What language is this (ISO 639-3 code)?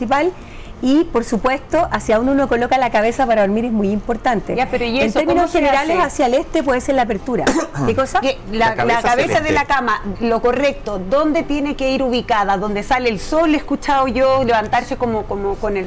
spa